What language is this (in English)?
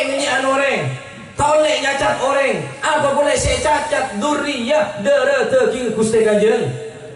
Madurese